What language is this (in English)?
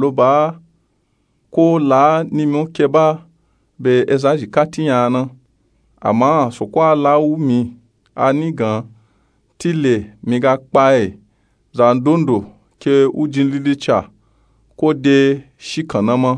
Nupe-Nupe-Tako